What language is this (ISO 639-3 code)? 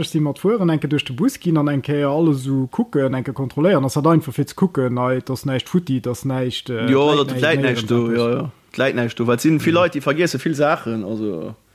ltz